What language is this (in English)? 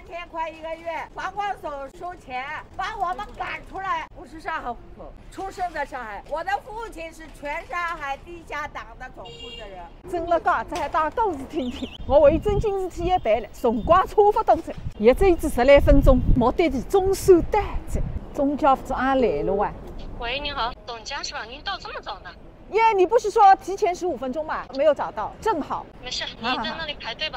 Wu Chinese